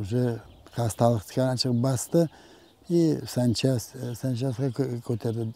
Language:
Crimean Tatar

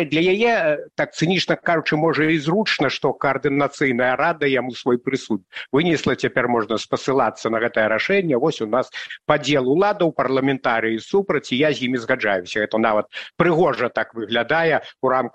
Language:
Belarusian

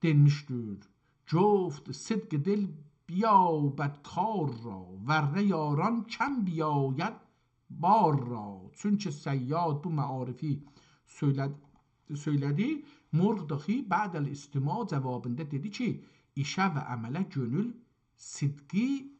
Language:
South Azerbaijani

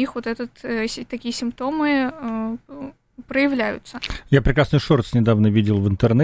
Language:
Russian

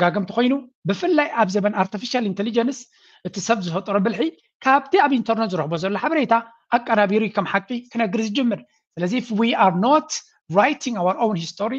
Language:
Tigrinya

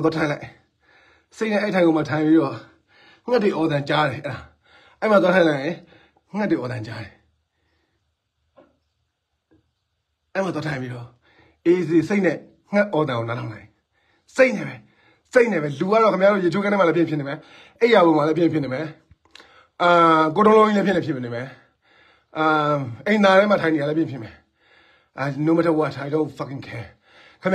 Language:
Burmese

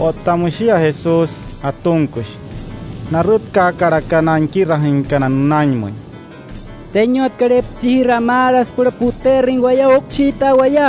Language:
Wayuu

